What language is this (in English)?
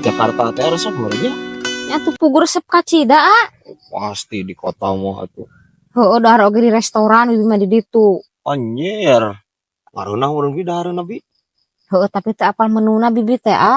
Sundanese